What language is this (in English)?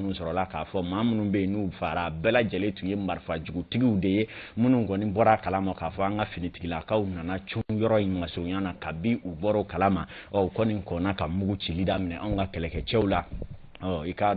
Bambara